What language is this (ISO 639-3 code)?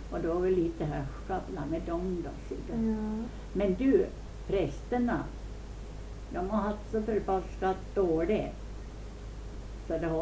swe